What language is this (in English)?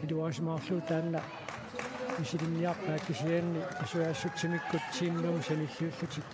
Kalaallisut